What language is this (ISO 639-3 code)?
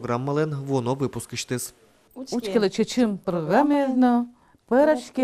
udm